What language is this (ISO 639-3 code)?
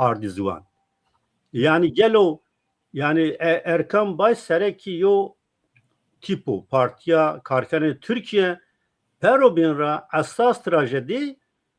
zza